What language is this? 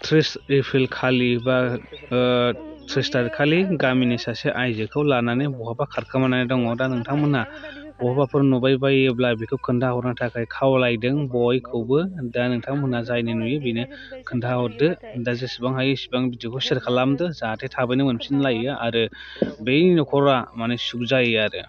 Bodo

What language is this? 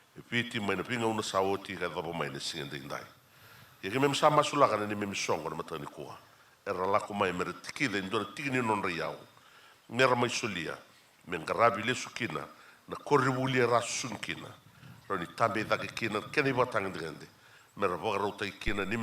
Fijian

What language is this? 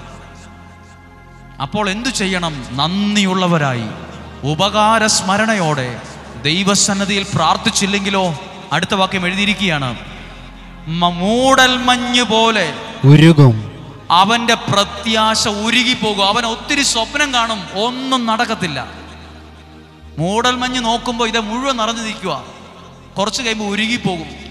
Malayalam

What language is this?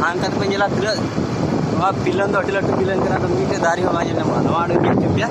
Santali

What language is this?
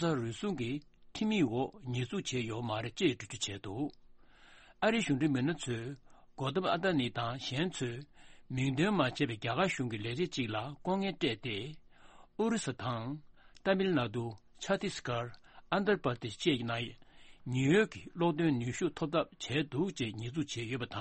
Tibetan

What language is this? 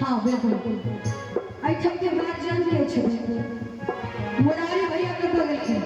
Maithili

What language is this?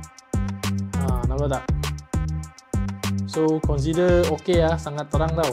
Malay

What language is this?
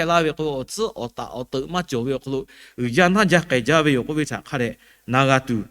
Lahu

